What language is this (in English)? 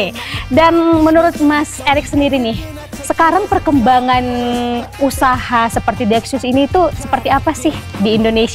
Indonesian